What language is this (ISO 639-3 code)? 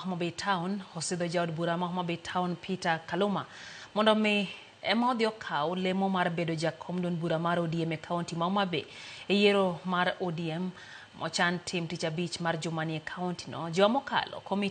luo